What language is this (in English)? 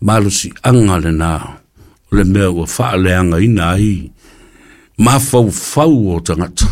Samoan